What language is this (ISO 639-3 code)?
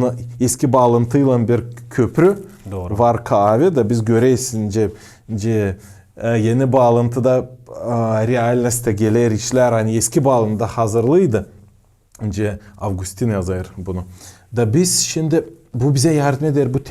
gag